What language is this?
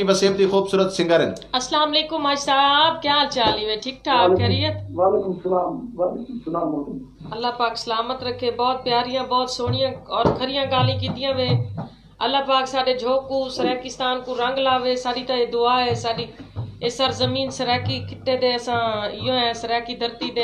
Saraiki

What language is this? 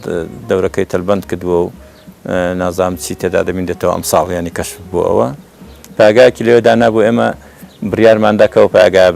Central Kurdish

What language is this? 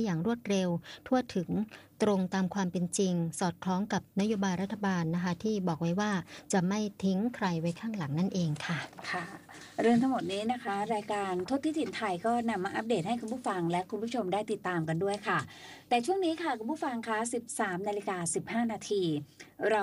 Thai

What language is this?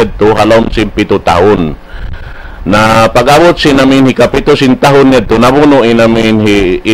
Tausug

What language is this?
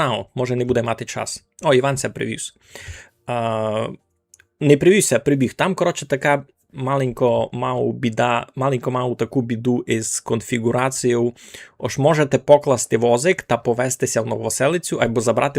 Rusyn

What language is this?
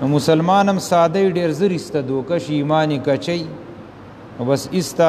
Pashto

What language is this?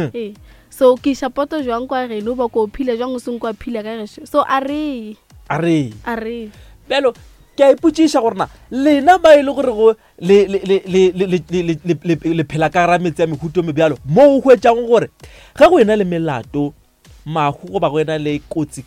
Northern Sotho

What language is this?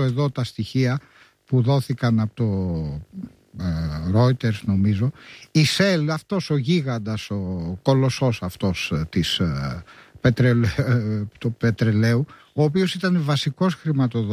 Greek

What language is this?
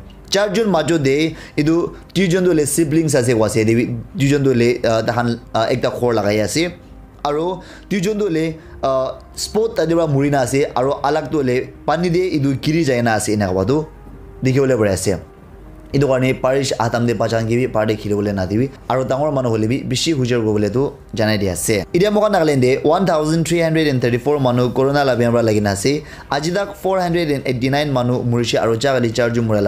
Naga Pidgin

